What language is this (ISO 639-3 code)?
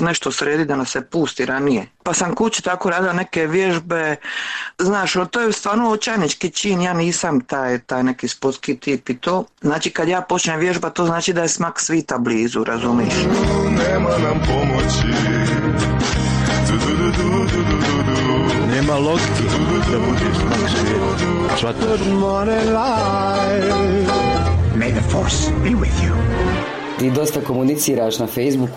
hrv